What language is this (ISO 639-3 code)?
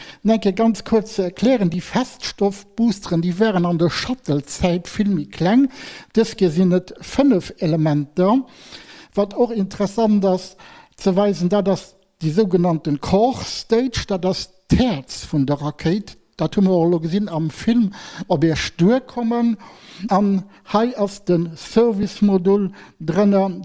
ltz